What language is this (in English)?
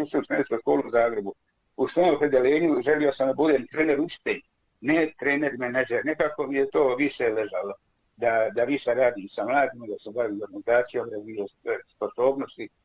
Bosnian